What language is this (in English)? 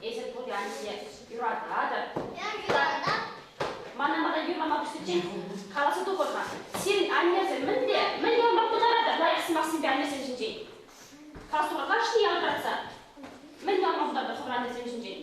Chuvash